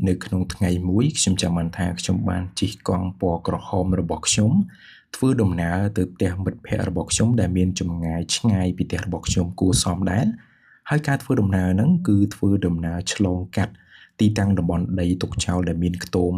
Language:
Khmer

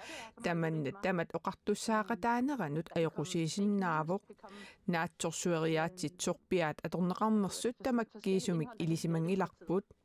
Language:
Kalaallisut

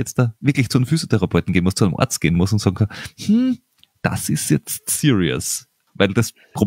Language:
German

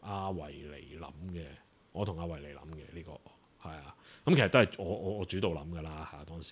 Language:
Cantonese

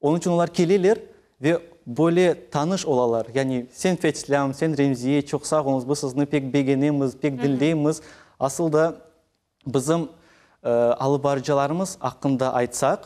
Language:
Crimean Tatar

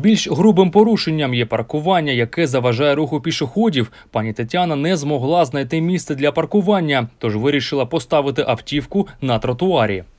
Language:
Ukrainian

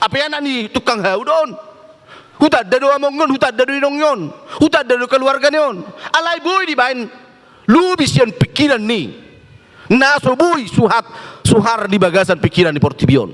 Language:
Batak Toba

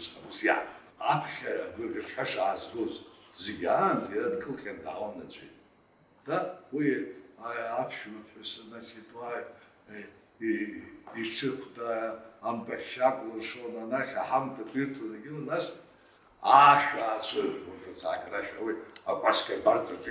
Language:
Abkhazian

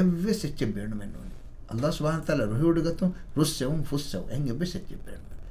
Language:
Divehi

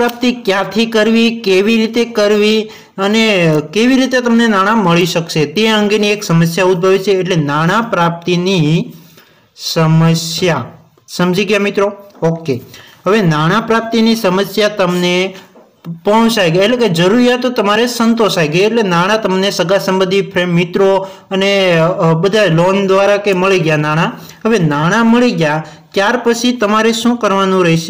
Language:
Gujarati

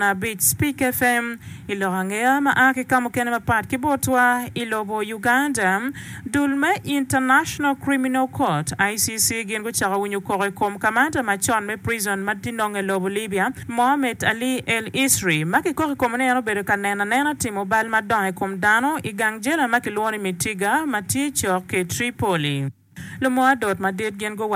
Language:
Acoli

